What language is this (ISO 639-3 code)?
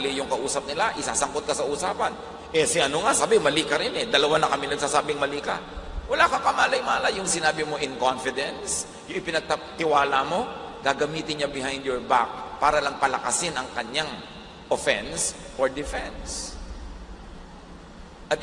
fil